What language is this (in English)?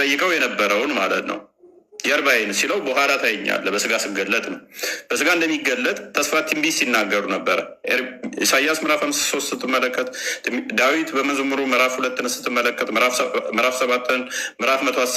Amharic